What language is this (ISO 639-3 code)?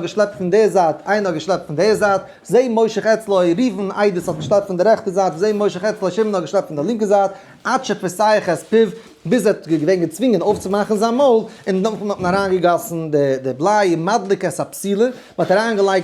yid